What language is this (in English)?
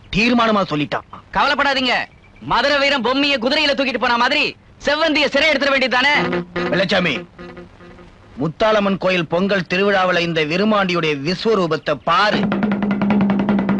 Tamil